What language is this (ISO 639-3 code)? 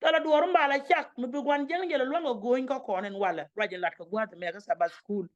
nus